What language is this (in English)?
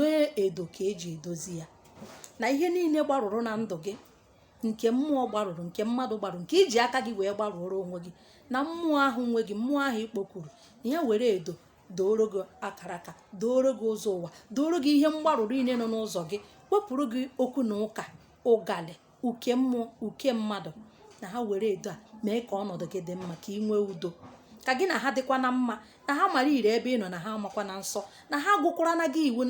Igbo